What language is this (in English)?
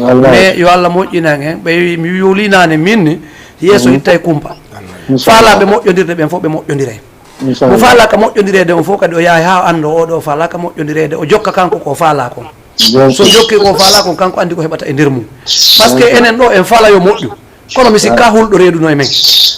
Fula